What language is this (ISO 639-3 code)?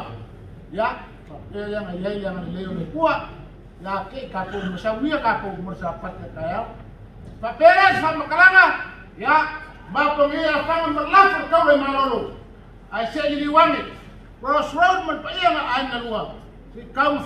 smo